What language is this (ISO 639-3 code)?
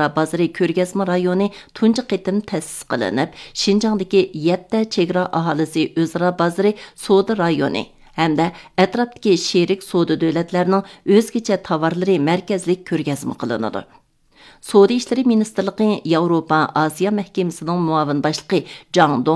uig